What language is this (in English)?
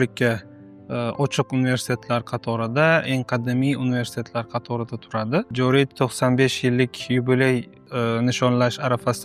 Uzbek